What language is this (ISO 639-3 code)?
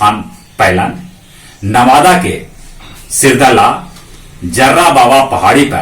mag